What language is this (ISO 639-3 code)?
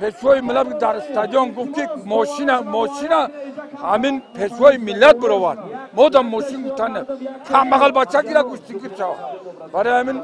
tgk